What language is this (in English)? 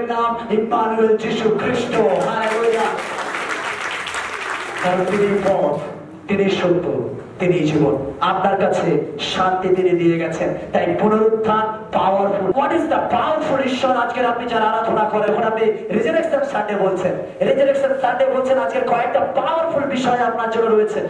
Bangla